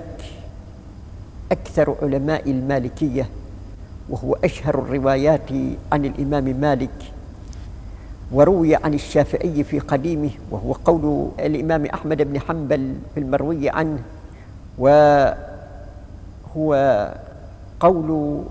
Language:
Arabic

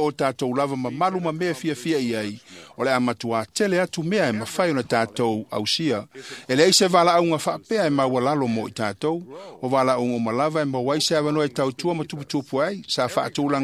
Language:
Samoan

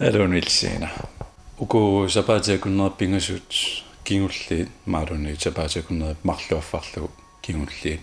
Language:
Kalaallisut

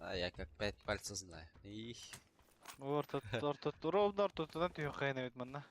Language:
Yakut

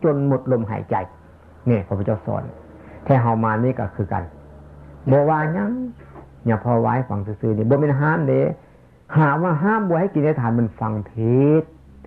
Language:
Northeastern Thai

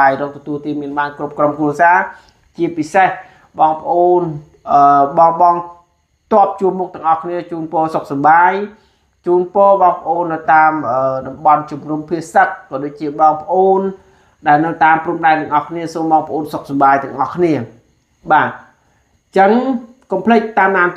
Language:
Khmer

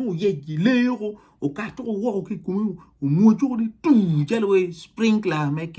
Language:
Acoli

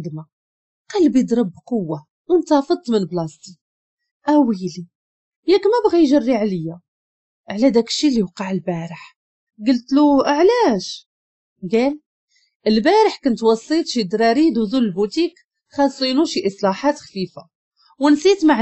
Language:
Moroccan Arabic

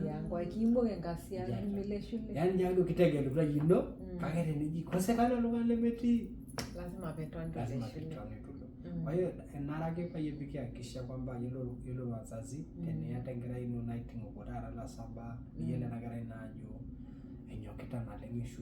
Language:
Masai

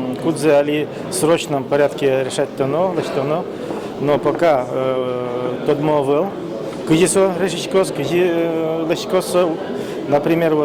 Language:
Udmurt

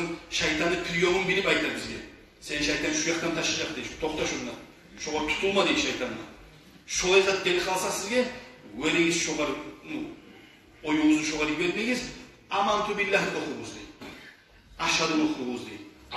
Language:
Kumyk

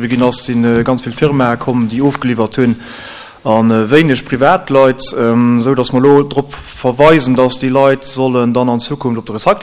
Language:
Luxembourgish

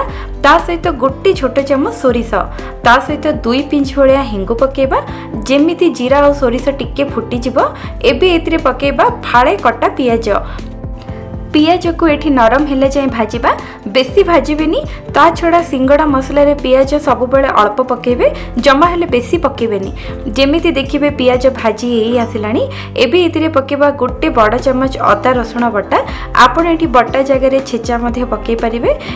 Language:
Odia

